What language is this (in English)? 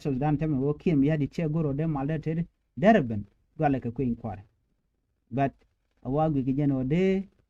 Nuer